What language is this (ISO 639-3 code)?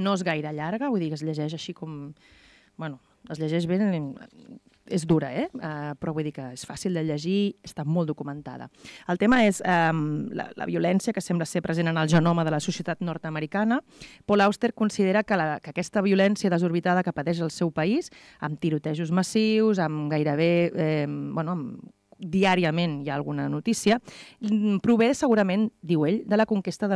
cat